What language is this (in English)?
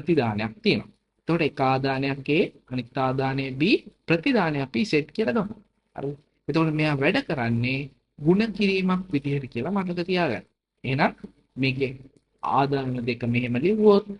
Sinhala